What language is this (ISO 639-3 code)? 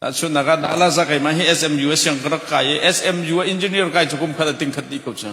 cnh